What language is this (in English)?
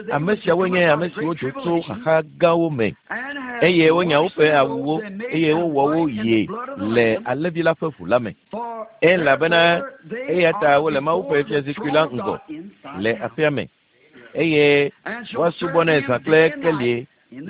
Ewe